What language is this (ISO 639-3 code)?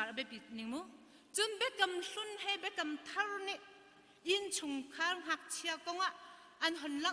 cnh